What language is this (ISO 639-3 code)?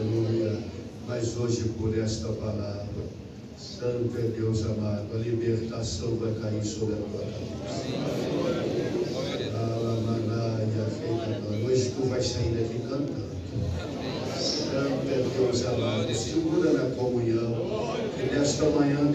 por